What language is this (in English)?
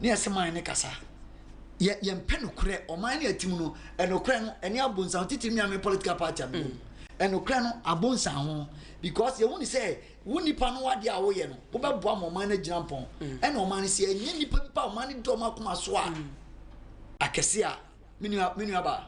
Akan